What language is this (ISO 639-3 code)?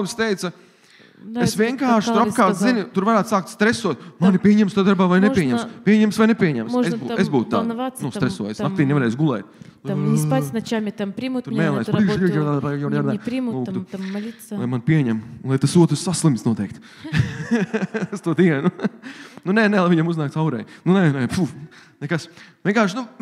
lav